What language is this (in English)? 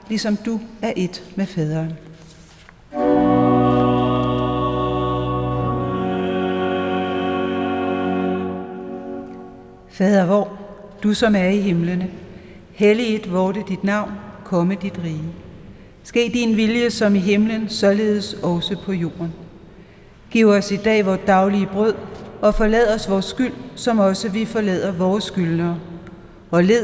Danish